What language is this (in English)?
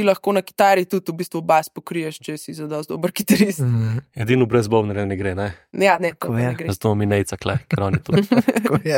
Slovenian